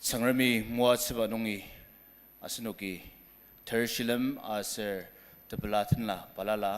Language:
Ao Naga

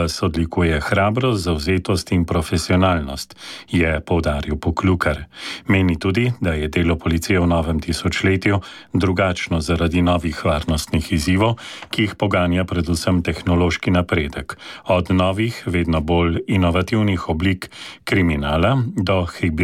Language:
Slovenian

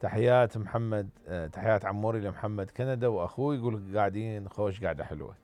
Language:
Mesopotamian Arabic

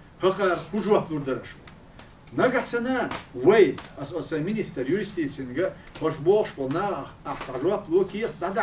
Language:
Chechen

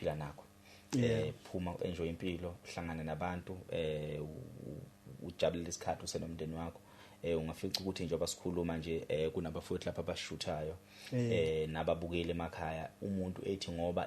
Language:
Zulu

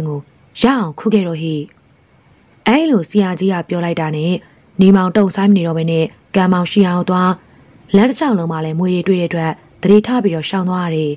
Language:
Burmese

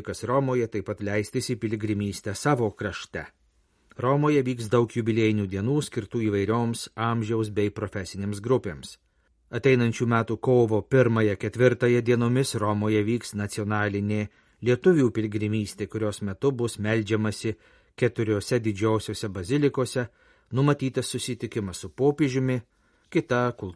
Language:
Lithuanian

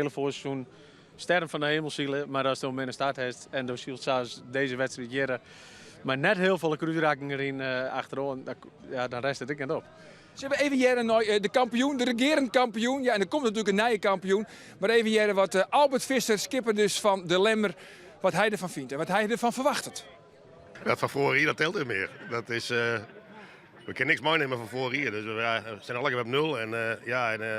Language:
Western Frisian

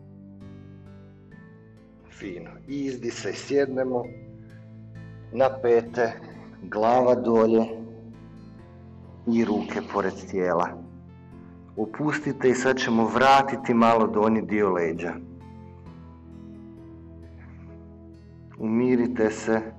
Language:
Croatian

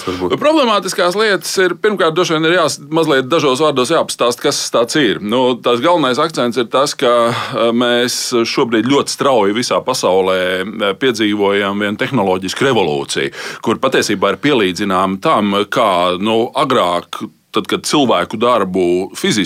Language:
Latvian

